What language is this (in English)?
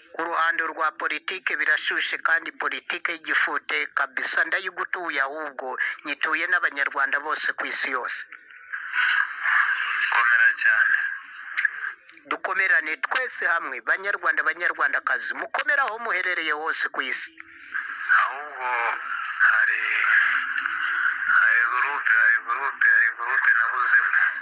Kinyarwanda